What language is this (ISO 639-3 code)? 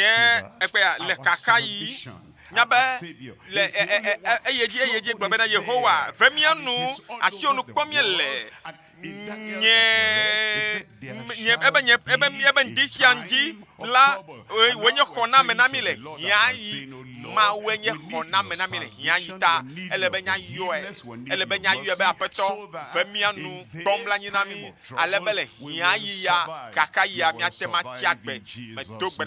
ewe